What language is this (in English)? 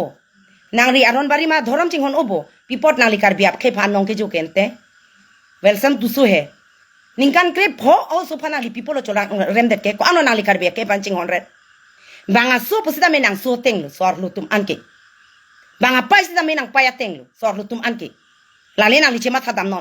Karbi